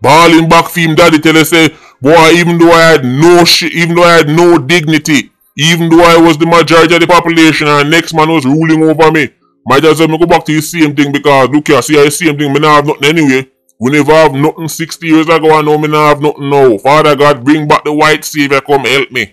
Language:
Jamaican Creole English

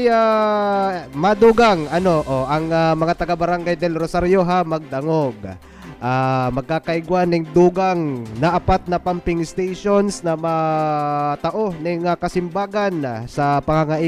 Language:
Bikol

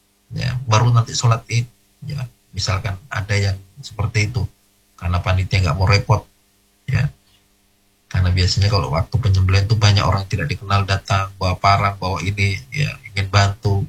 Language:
Indonesian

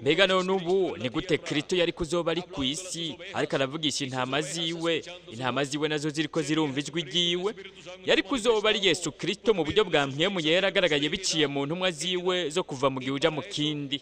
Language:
Rundi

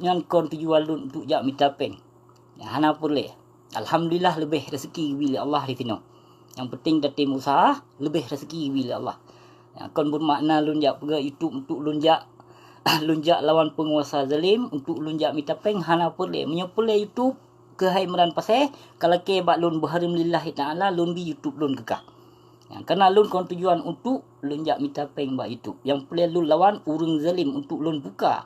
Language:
Achinese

